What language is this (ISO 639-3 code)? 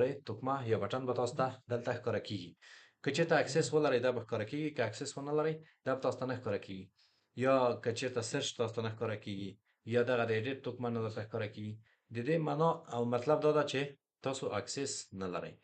pus